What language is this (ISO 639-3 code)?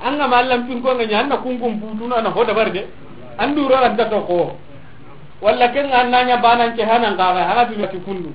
snk